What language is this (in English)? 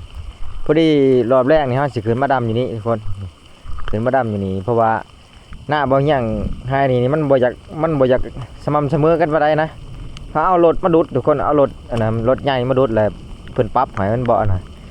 Lao